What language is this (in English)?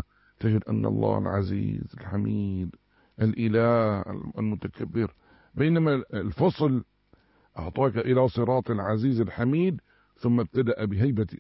Arabic